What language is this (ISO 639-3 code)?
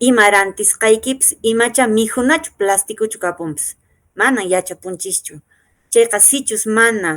que